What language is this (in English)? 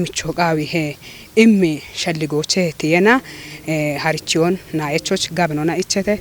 Kafa